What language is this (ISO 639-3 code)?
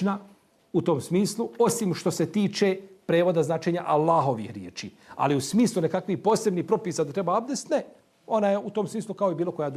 bos